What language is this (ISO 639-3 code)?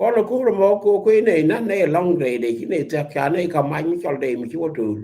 nus